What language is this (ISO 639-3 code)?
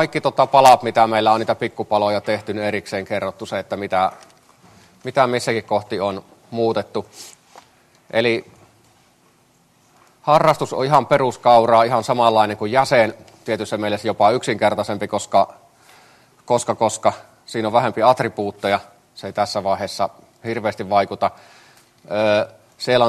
fin